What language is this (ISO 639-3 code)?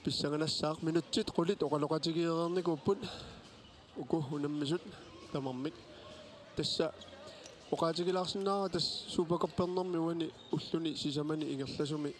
kal